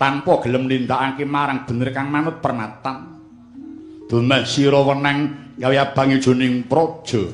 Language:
Javanese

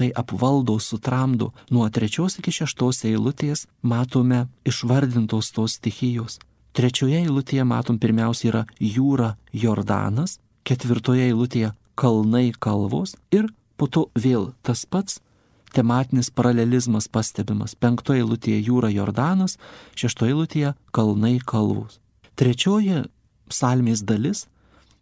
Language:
Lithuanian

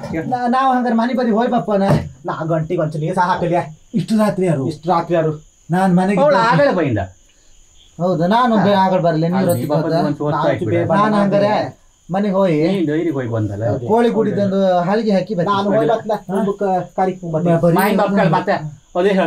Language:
Kannada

